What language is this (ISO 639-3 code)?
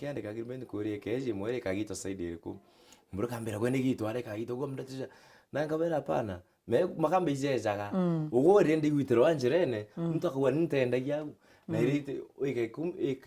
mer